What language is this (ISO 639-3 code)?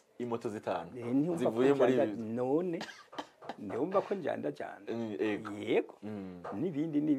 run